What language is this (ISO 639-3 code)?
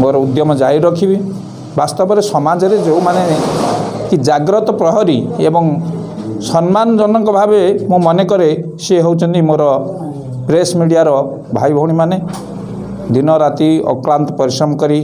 ori